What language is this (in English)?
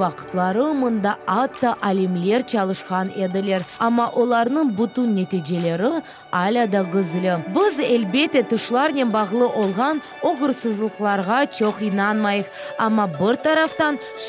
Crimean Tatar